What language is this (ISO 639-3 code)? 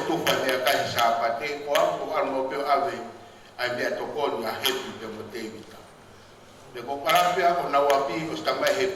ton